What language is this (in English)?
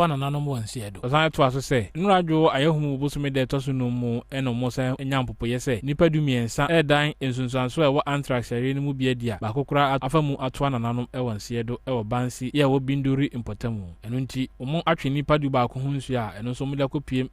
Akan